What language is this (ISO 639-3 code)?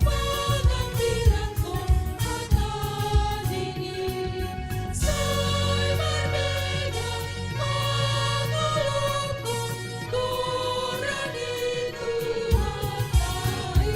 bts